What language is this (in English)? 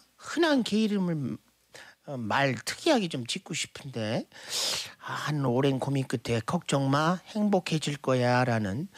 Korean